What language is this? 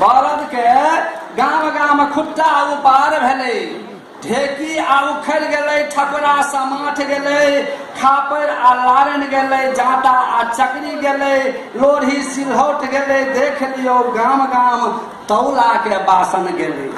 Maithili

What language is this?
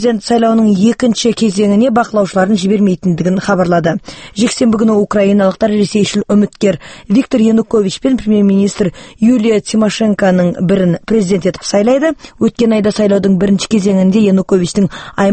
Kazakh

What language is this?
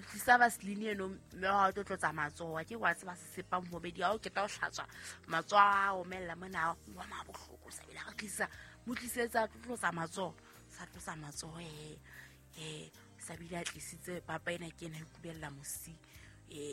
Southern Sotho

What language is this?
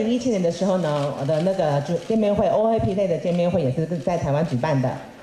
Chinese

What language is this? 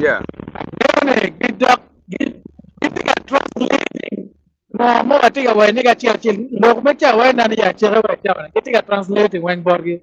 Acoli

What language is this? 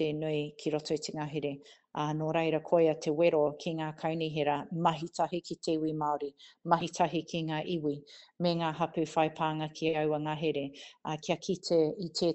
Māori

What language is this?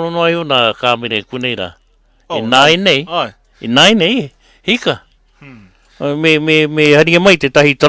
Māori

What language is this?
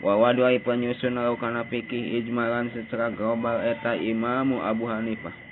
Sundanese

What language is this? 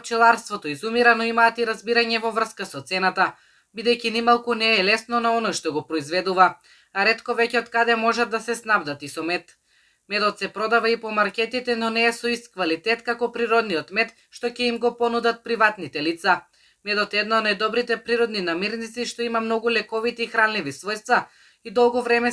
Macedonian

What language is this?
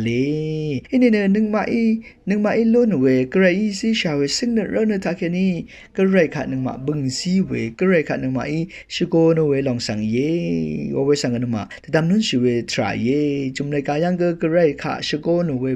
Rawang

